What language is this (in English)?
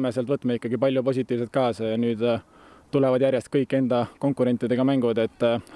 Estonian